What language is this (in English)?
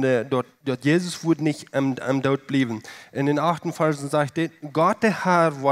Plautdietsch